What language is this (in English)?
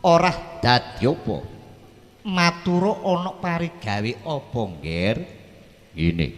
Javanese